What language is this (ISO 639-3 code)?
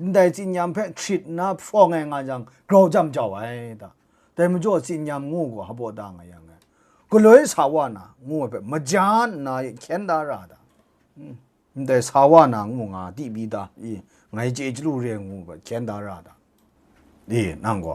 kac